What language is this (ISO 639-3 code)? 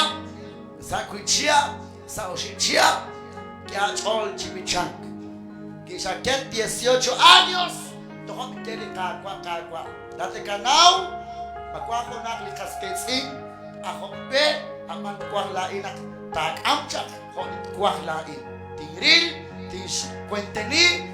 kek